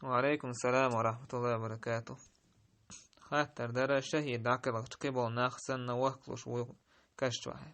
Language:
Chechen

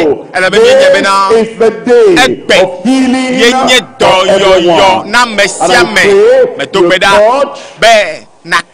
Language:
Ewe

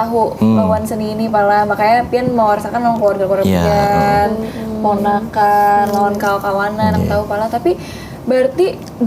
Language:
Banjar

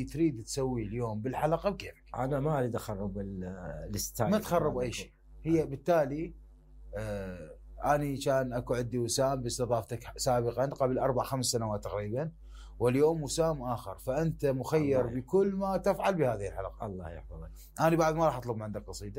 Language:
Mesopotamian Arabic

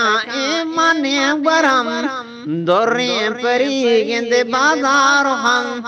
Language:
Eastern Balochi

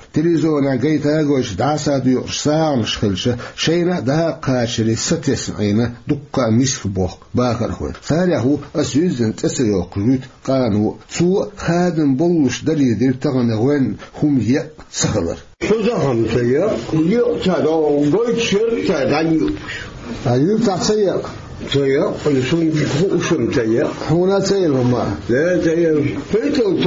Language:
Chechen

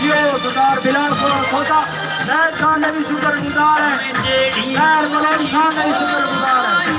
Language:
Saraiki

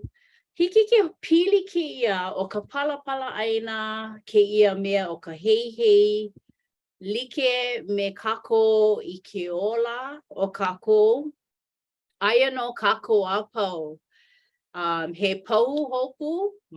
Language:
Hawaiian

